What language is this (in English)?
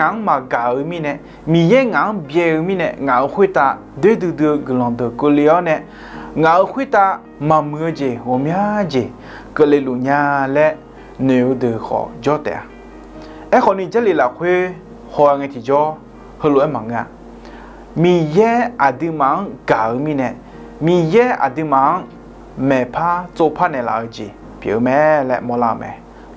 Akha